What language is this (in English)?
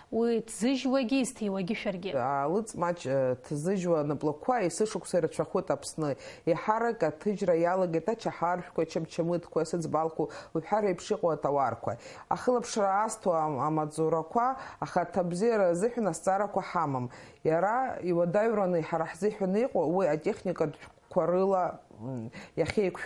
Abkhazian